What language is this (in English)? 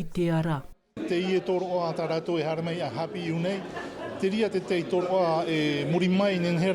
Tahitian